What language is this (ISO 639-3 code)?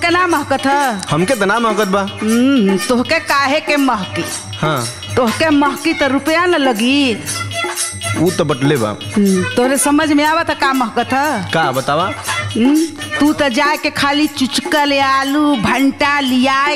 bho